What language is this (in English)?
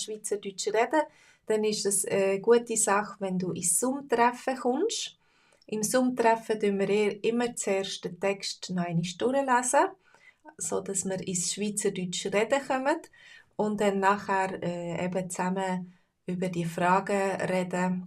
Swiss German